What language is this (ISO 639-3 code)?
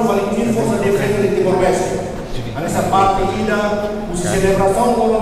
tet